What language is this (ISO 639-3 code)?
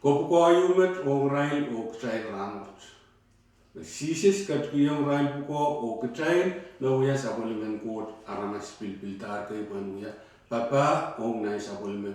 pon